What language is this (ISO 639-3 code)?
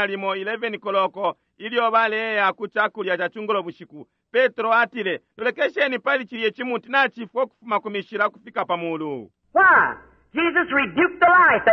bem